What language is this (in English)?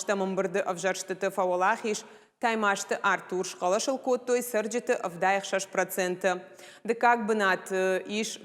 Ossetic